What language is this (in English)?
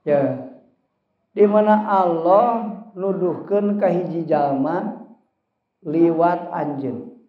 Sundanese